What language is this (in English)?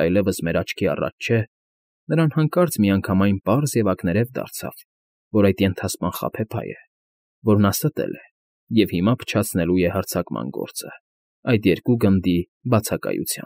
Armenian